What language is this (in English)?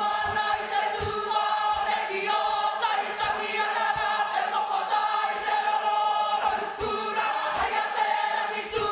Māori